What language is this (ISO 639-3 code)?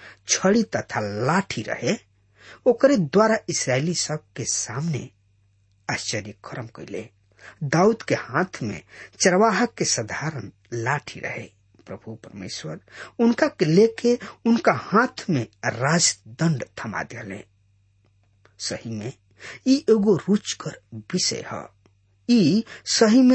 bho